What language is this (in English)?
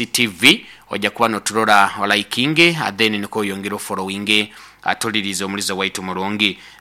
Nyoro